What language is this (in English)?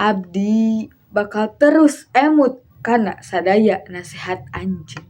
Sundanese